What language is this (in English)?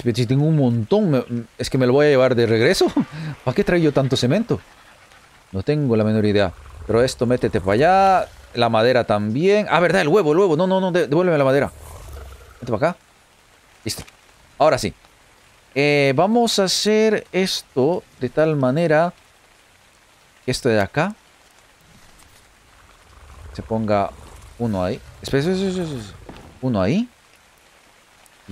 Spanish